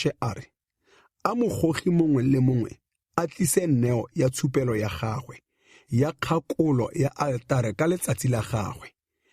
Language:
Tswana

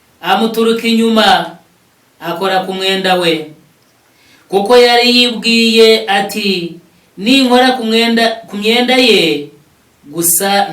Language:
Kinyarwanda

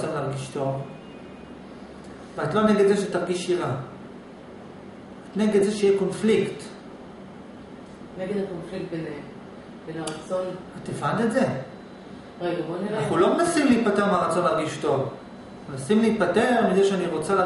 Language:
Hebrew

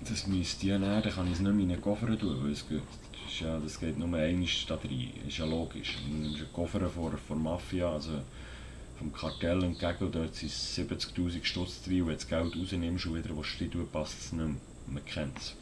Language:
Swiss German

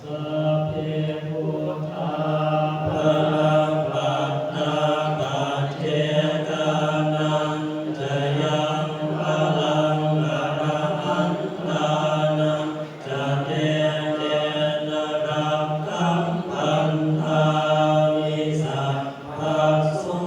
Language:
Pali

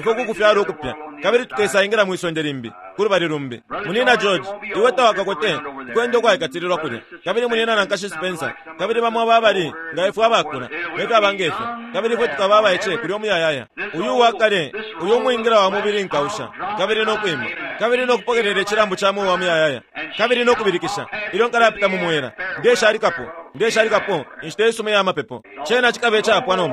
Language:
Bemba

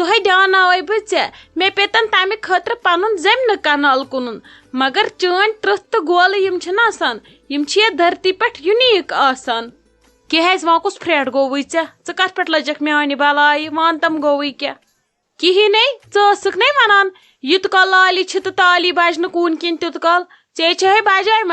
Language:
Kashmiri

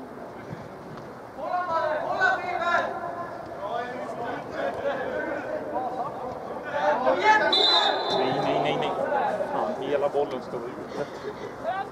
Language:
Swedish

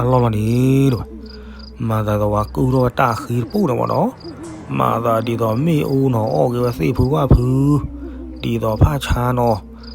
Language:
S'gaw Karen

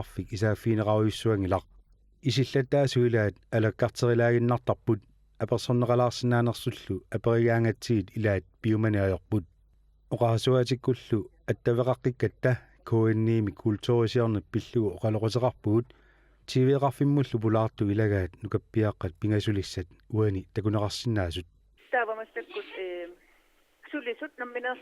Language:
Kalaallisut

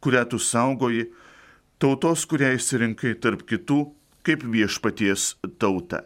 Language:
Lithuanian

